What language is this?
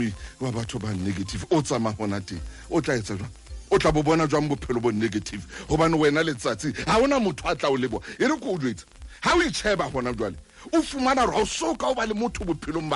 Southern Sotho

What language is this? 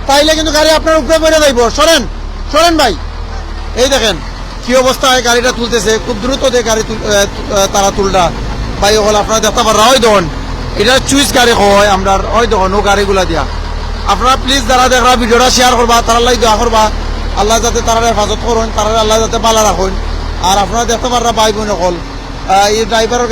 Sylheti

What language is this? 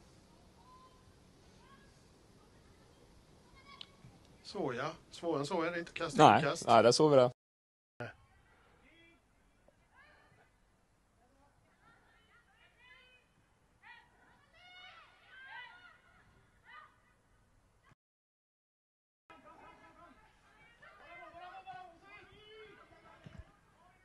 Swedish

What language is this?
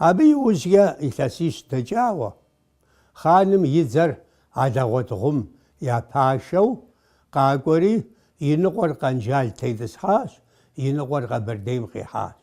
Kabardian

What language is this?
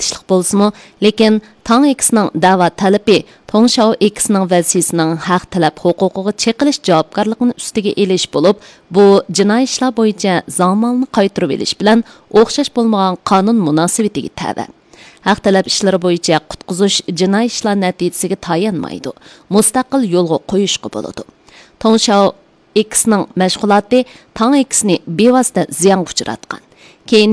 Uyghur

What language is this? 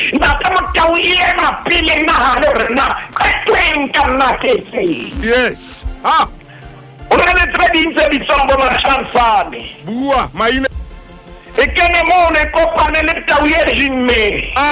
Southern Sotho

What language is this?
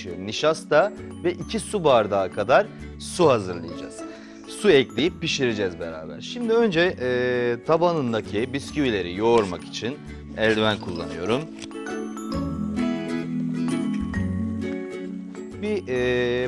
Turkish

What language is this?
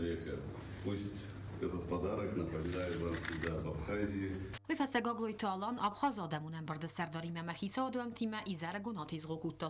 Ossetic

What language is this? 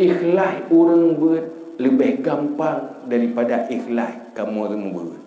Achinese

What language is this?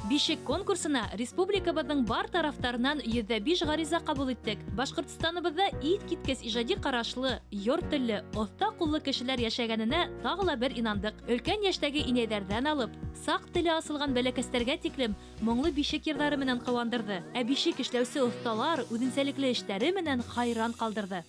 Bashkir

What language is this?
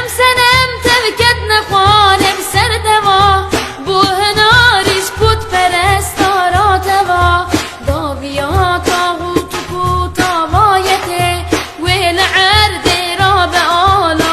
Kurdish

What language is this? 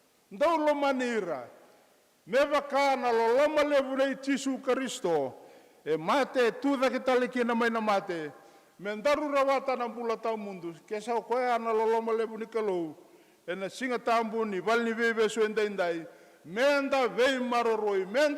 Fijian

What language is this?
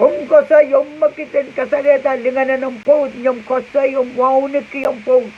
Pohnpeian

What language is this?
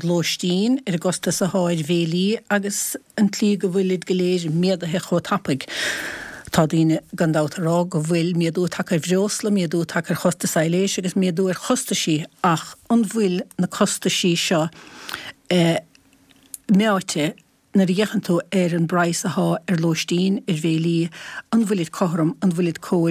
Irish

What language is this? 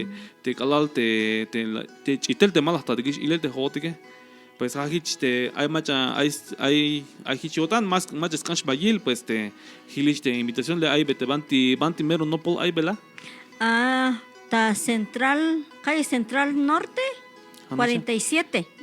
Tzeltal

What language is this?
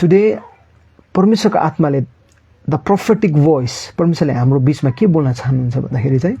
Nepali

